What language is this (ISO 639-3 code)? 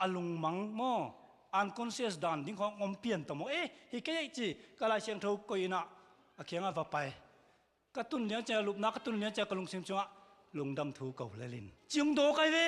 ctd